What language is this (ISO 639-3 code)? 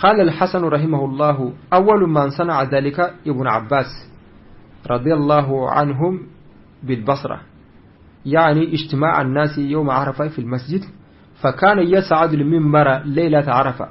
bam